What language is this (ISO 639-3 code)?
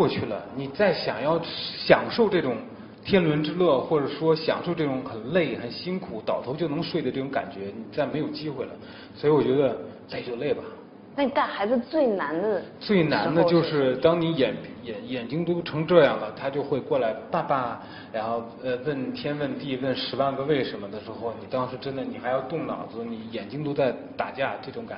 zho